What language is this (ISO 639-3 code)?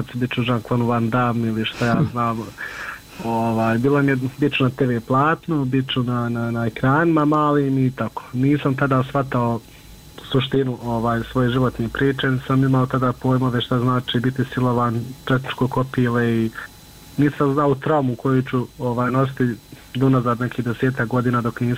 bos